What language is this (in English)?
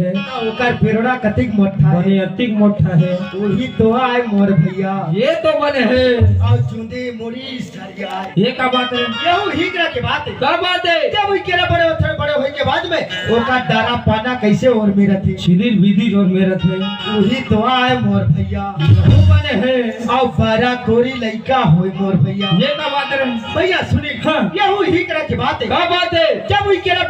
Chhattisgarhi